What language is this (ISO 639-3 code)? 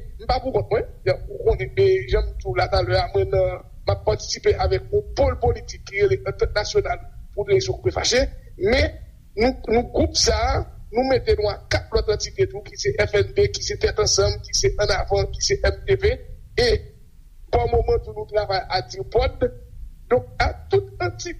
hat